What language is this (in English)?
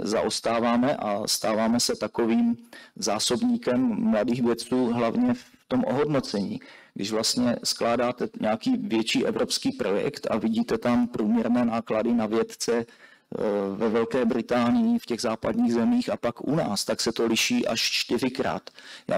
Czech